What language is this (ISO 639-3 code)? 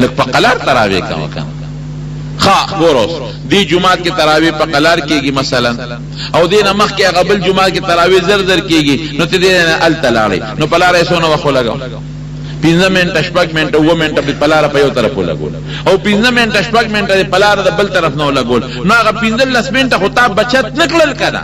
pus